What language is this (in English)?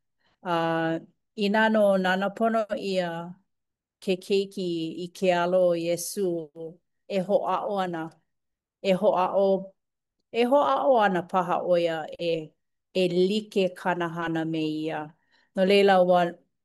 Hawaiian